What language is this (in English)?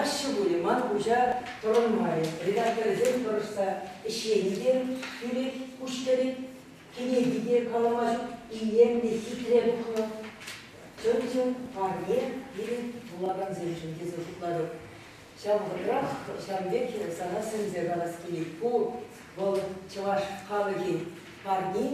Chuvash